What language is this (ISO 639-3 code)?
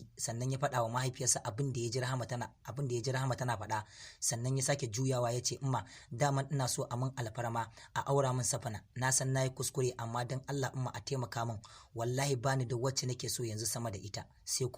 hau